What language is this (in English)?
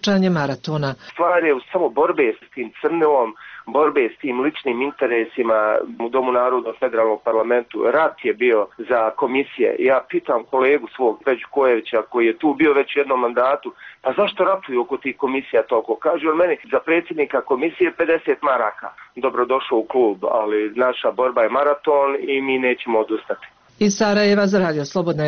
Bosnian